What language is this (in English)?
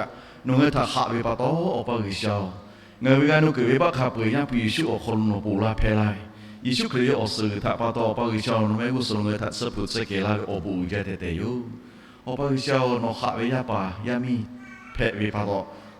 Lahu